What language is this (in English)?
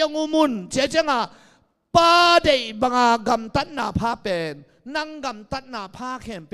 Tedim Chin